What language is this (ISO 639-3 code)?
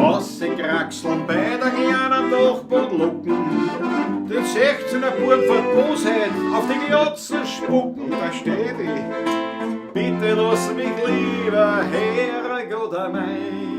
bar